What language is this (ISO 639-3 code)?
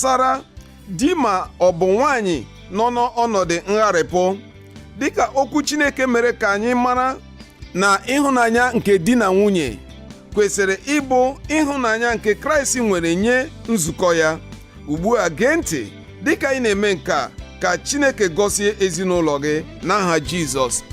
ibo